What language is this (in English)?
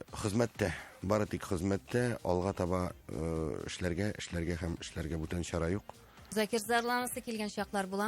Tatar